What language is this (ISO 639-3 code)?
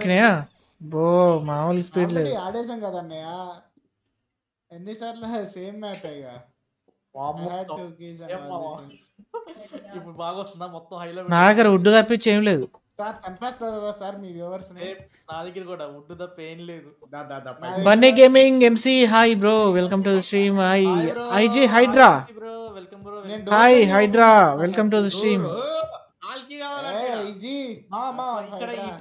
tel